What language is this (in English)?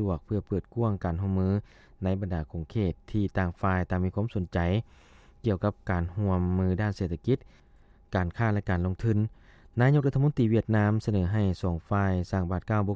Lao